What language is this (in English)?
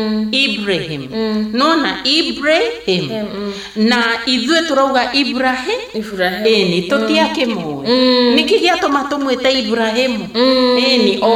Kikuyu